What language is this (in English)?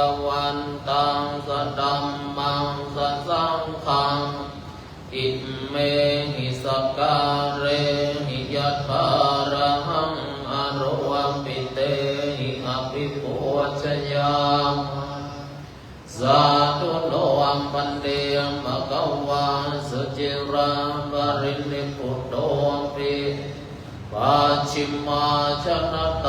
Pali